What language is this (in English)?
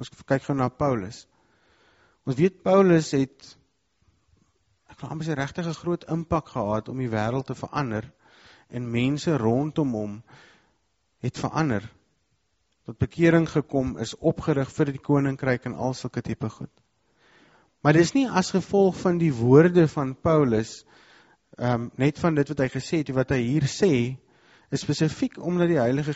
Afrikaans